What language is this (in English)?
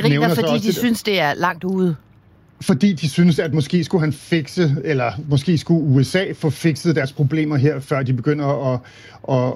Danish